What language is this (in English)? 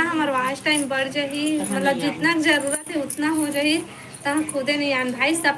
Chhattisgarhi